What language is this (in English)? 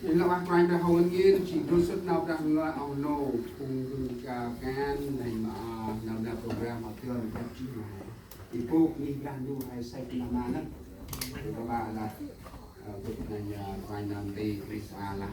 Central Mnong